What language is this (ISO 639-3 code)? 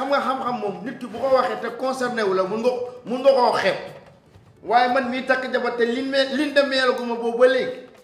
wol